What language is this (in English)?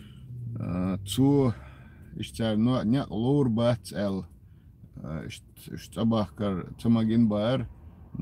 Chechen